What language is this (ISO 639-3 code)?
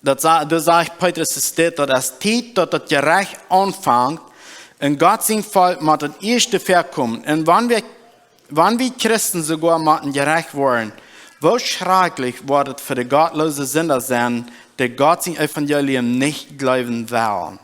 pdt